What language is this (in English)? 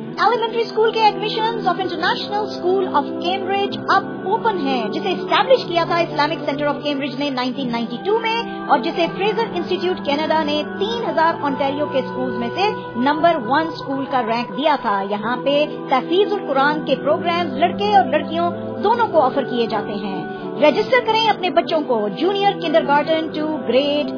Urdu